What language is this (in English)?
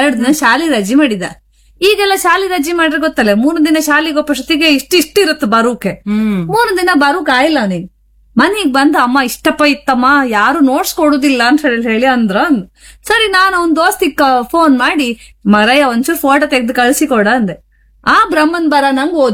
Kannada